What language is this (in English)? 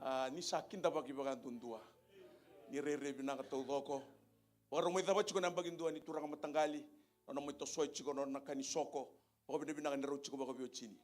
Fijian